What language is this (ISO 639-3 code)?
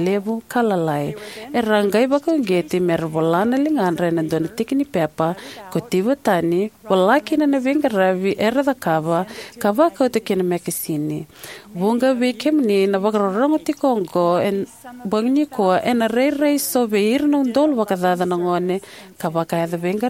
fij